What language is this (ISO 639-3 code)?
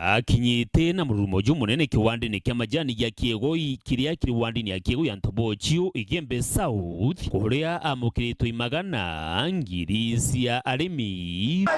mer